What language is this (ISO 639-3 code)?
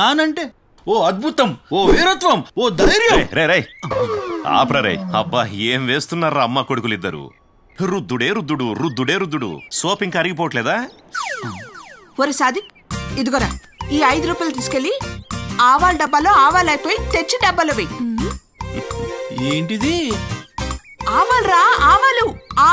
tel